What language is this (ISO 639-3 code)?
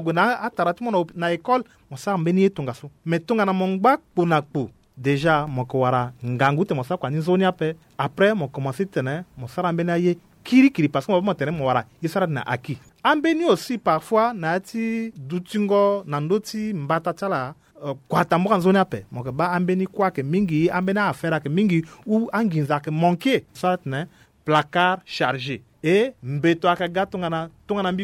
sag